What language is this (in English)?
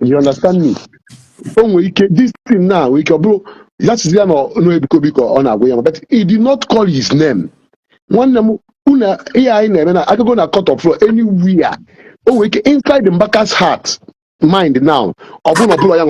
Igbo